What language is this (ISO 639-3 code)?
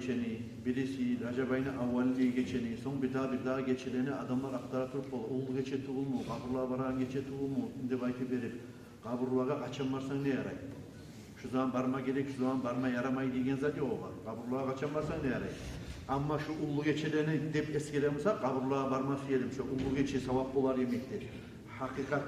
kum